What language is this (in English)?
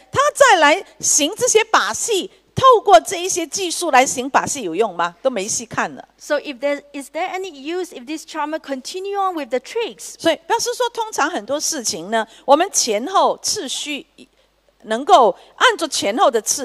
Chinese